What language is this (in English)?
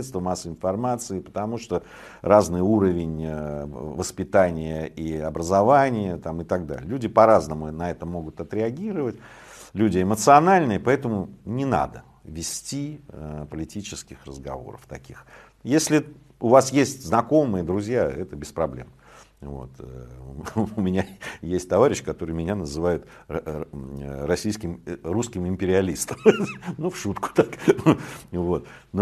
Russian